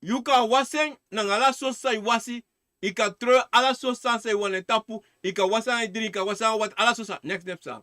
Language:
Sranan Tongo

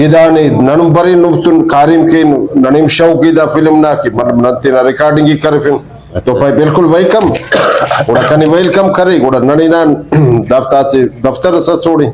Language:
Brahui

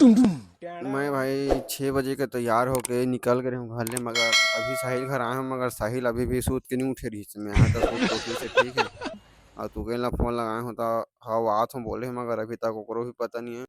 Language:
Chhattisgarhi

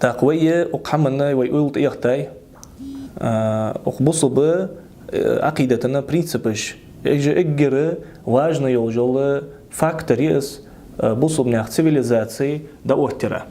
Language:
Ingush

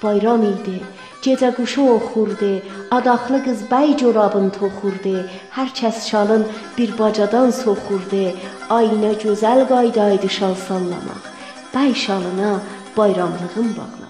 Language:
South Azerbaijani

